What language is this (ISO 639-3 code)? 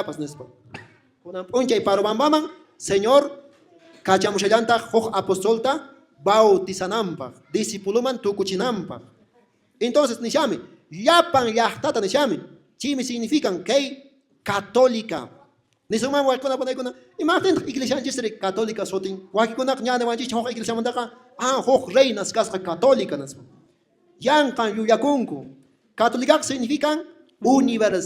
que